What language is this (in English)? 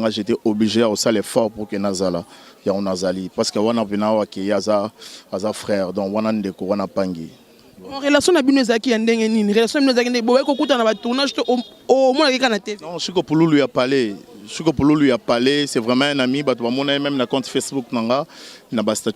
Lingala